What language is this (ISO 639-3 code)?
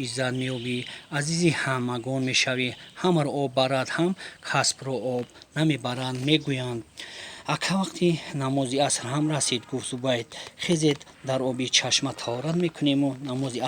tgk